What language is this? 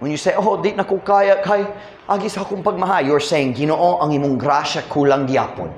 Cebuano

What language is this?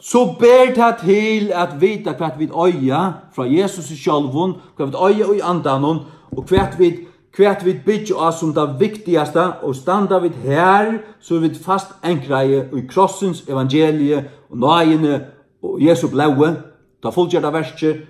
Faroese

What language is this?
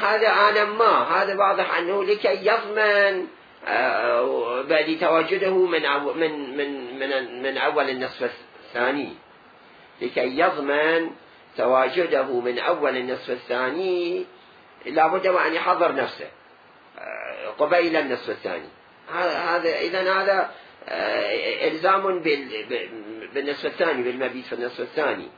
Mesopotamian Arabic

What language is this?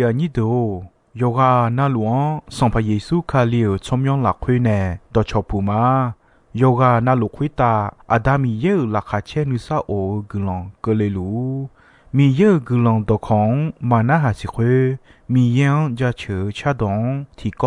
Akha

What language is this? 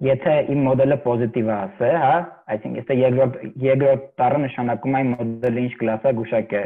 Armenian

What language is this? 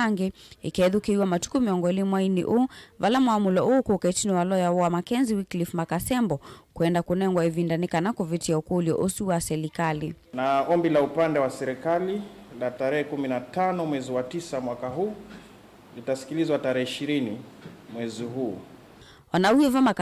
Kamba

